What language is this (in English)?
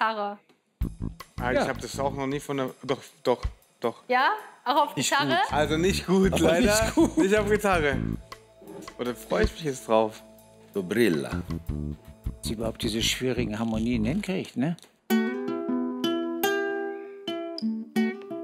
German